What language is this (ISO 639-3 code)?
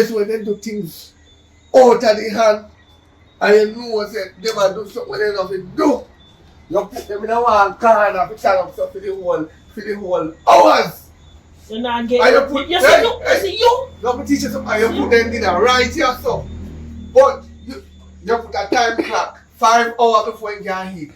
jam